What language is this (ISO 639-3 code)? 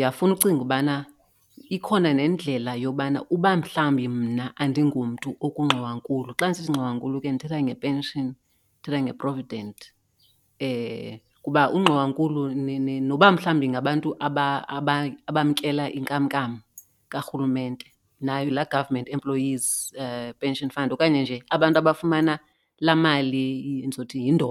xho